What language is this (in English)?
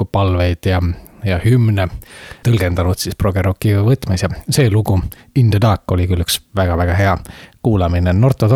Estonian